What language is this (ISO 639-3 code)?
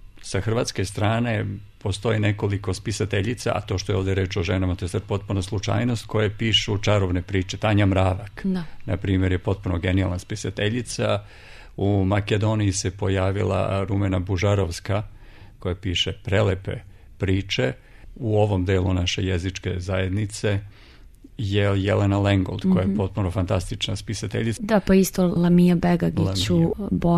srp